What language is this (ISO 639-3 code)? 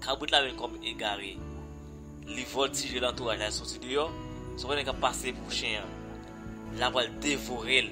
hat